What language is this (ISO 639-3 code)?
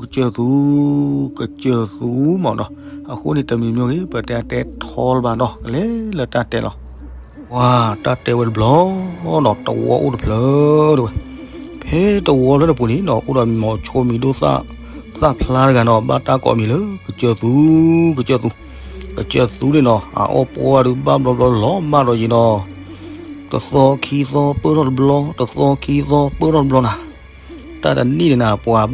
ksw